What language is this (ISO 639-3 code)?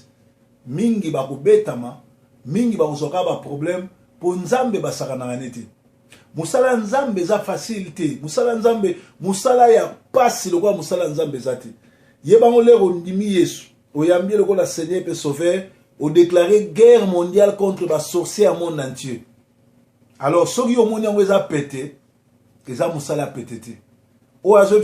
lin